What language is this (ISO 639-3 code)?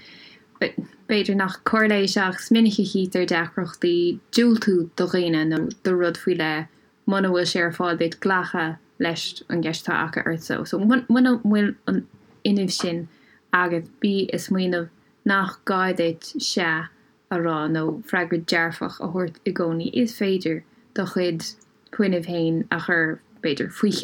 gle